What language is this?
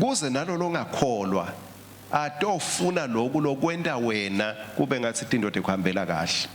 Swati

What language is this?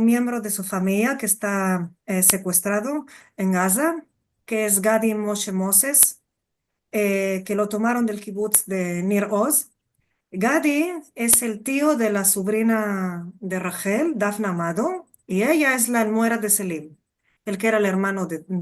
Ladino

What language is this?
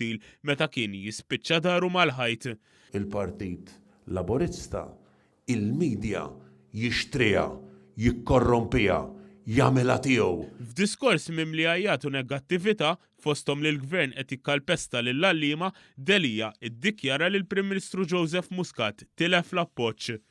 Maltese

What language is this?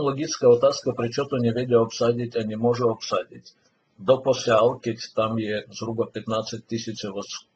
Slovak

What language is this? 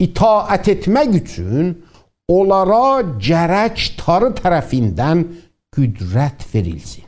South Azerbaijani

